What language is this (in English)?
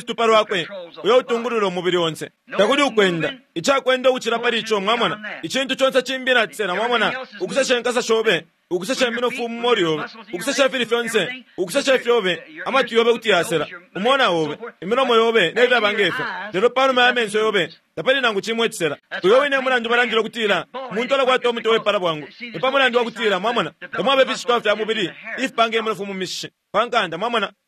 Bemba